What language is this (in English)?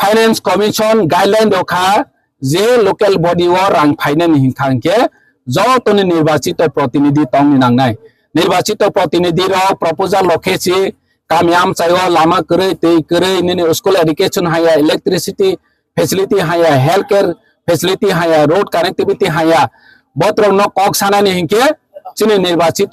Kok Borok